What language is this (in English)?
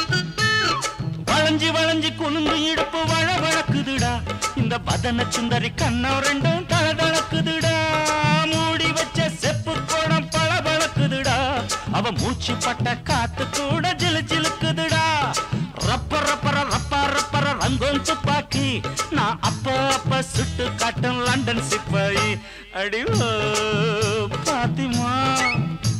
Tamil